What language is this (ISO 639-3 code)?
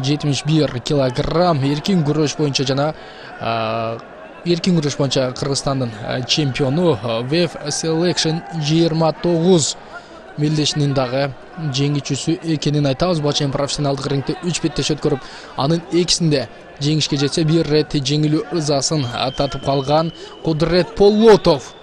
kir